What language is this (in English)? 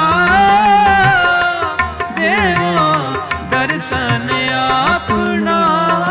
Punjabi